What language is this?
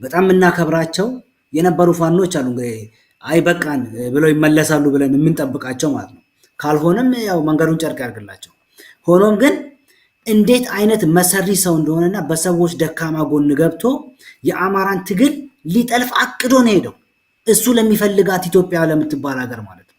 Amharic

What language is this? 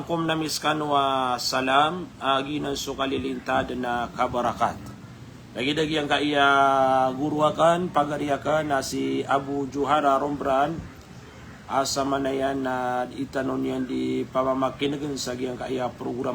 Maranao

